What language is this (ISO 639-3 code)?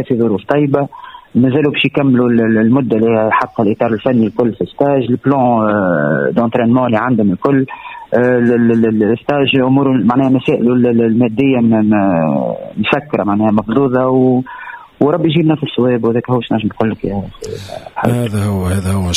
aeb